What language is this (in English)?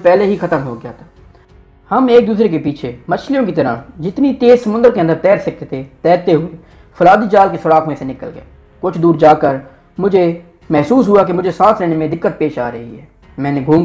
Urdu